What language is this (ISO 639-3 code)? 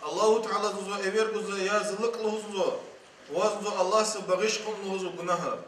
lez